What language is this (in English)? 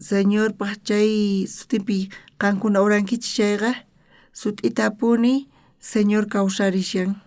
South Bolivian Quechua